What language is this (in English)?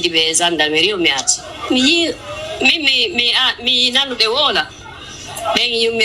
Pular